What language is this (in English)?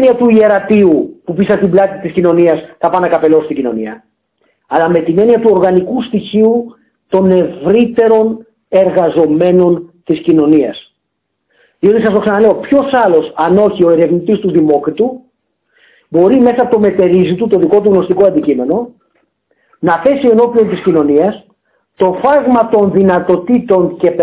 Greek